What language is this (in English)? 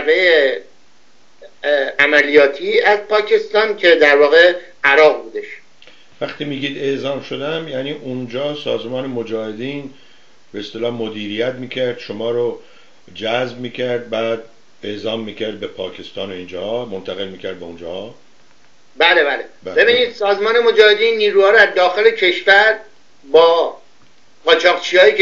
Persian